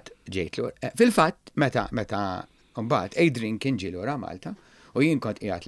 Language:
Maltese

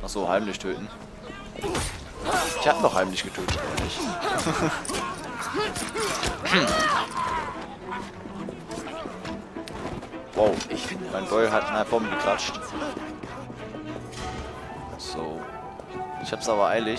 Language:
German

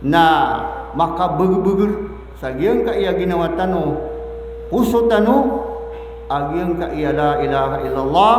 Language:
Maranao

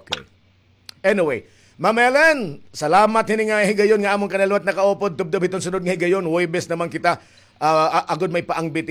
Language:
Waray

